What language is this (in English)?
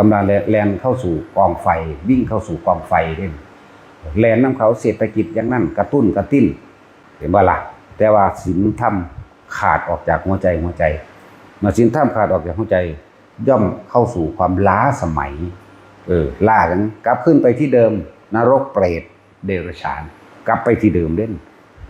Northeastern Thai